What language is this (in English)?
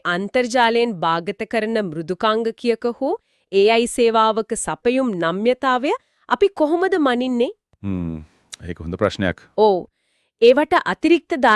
Sinhala